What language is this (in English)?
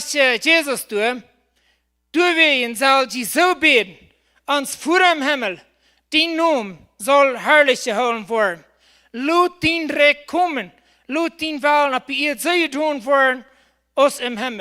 Plautdietsch